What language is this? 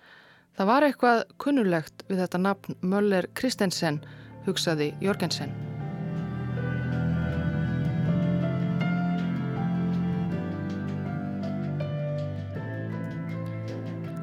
Icelandic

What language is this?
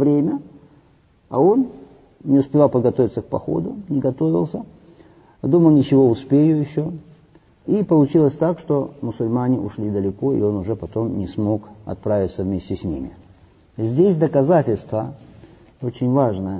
Russian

